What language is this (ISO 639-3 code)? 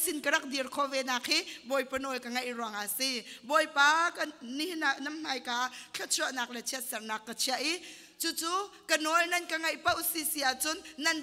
cnh